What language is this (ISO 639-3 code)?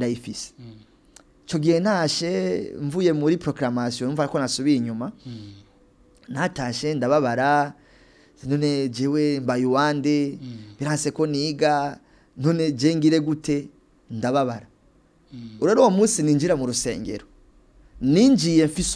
run